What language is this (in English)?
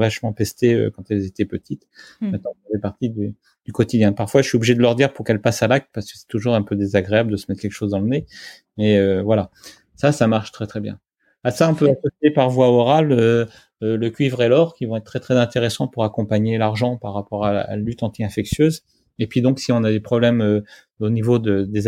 French